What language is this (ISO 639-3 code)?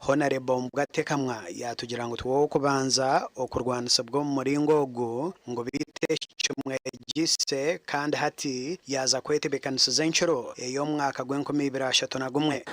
nyn